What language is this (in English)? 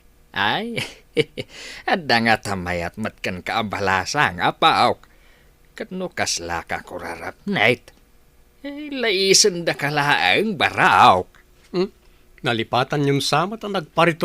Iloko